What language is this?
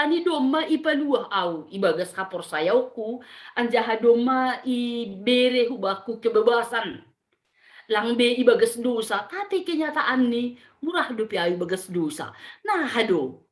Batak Simalungun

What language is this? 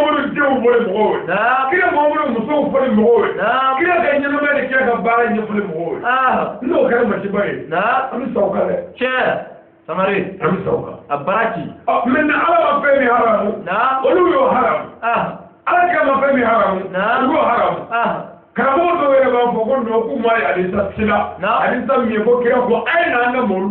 Bambara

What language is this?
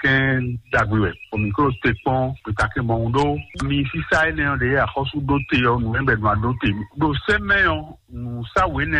Fon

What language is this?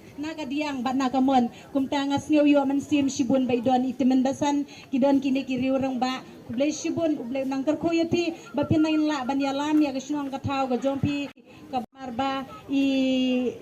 Khasi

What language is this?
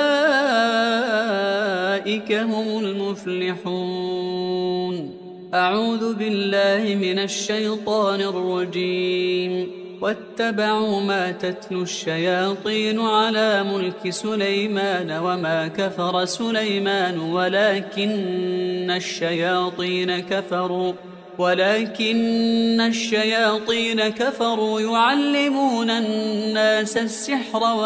Arabic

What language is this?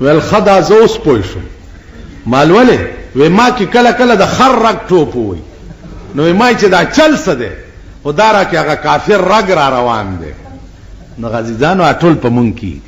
Pashto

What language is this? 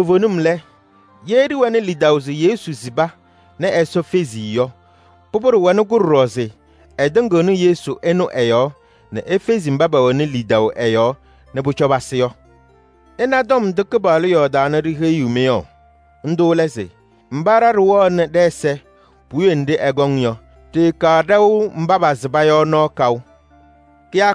Kabiyè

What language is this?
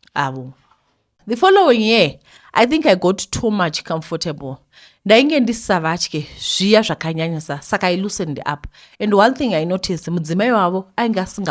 Shona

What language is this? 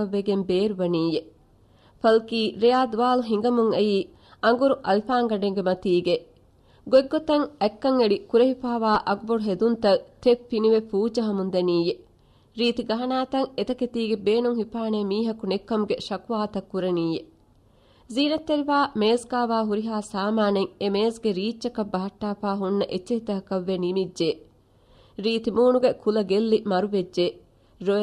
Divehi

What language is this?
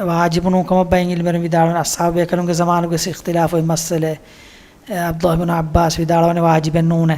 Divehi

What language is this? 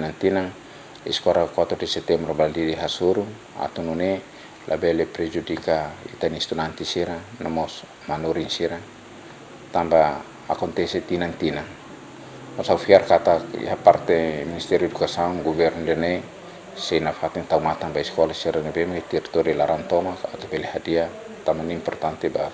Tetum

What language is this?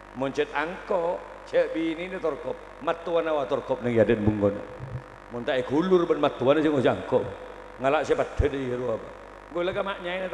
Madurese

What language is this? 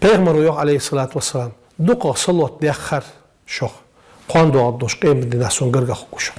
Ingush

